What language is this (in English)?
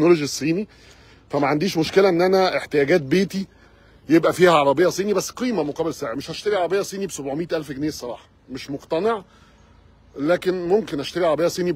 Egyptian Arabic